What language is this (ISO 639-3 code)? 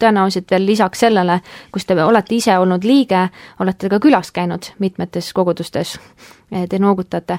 est